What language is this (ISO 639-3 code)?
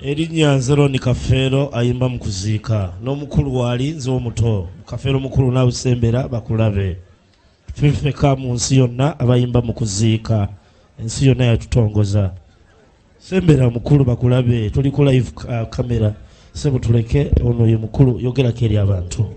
lug